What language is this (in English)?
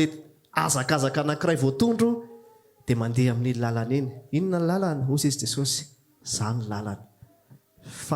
Malagasy